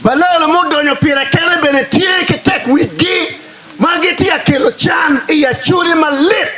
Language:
Acoli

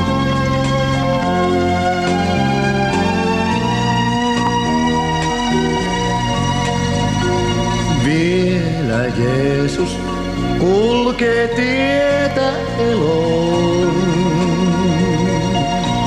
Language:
Finnish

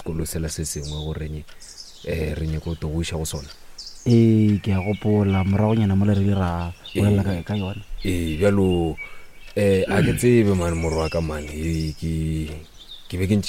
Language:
Northern Sotho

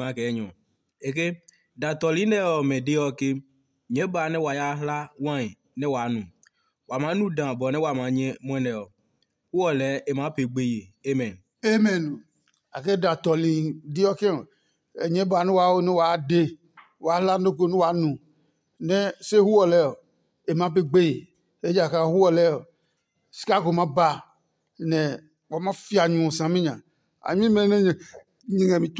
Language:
Adangme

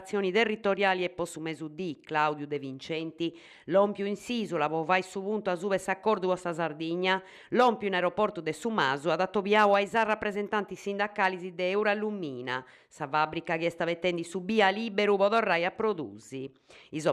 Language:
Sardinian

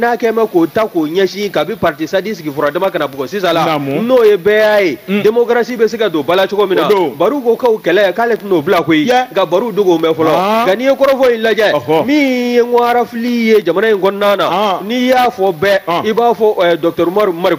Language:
Bambara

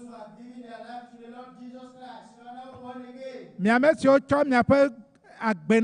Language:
Ewe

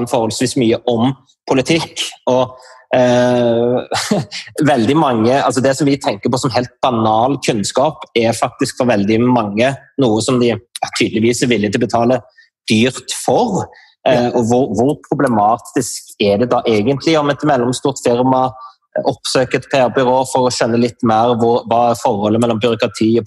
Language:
Norwegian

